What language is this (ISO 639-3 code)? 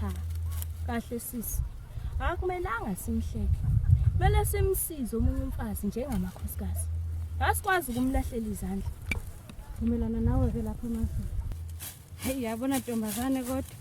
zul